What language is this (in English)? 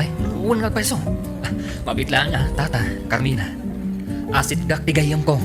Iloko